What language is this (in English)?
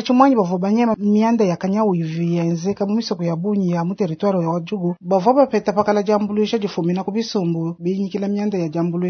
Luba-Lulua